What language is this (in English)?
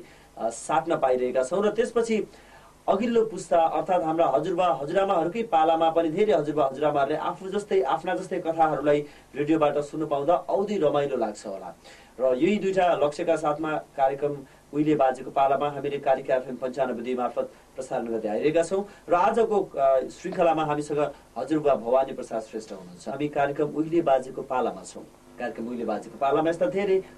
Nepali